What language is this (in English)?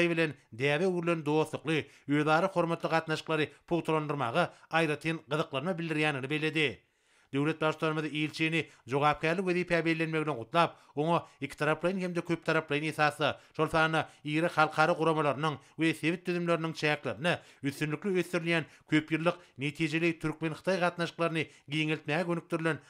Turkmen